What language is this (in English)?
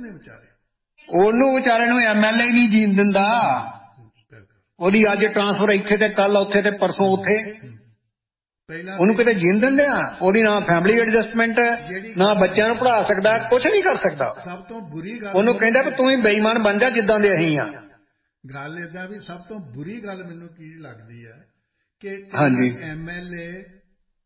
Punjabi